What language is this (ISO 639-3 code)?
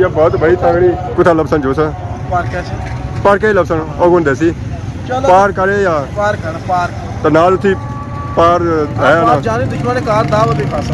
phr